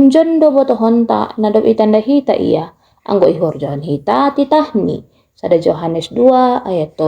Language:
Batak Simalungun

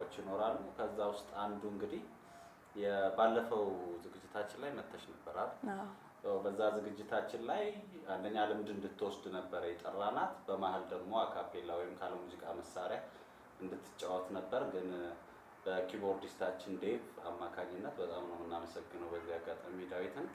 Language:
Amharic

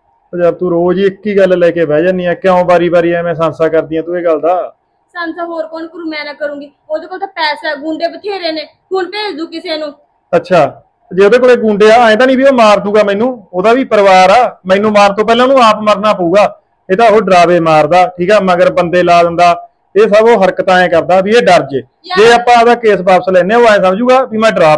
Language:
Punjabi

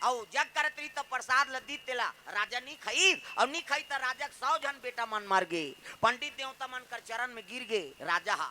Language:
Chhattisgarhi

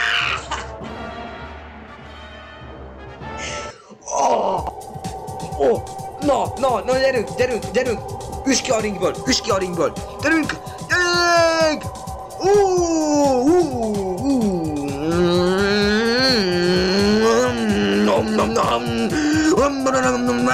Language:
Hungarian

